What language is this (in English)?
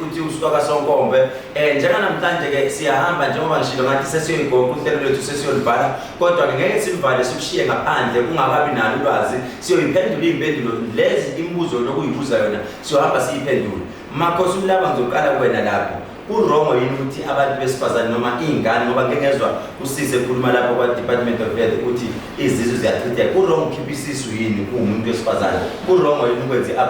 Zulu